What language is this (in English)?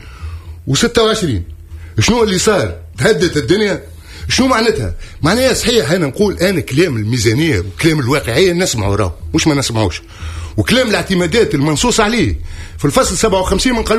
Tunisian Arabic